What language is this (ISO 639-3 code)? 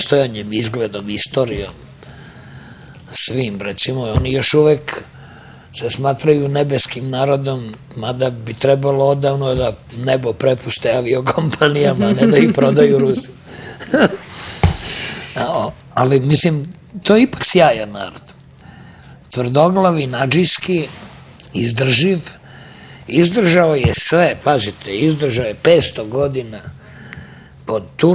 srp